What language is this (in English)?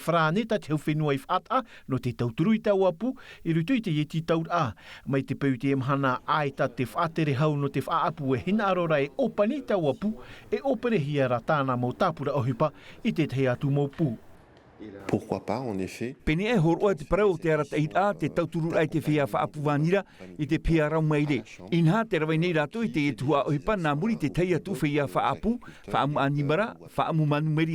Tahitian